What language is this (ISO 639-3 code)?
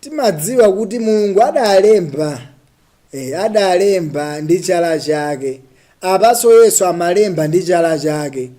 nya